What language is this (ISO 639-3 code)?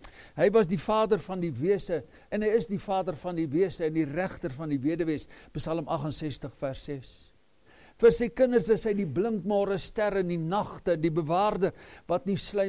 afr